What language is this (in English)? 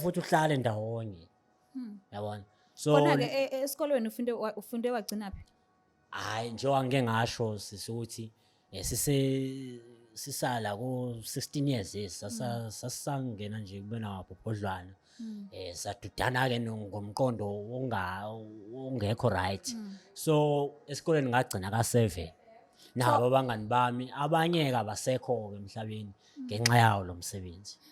Zulu